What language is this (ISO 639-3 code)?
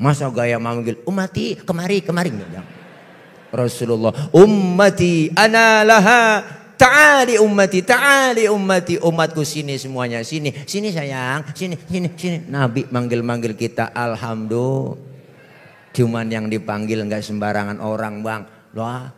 bew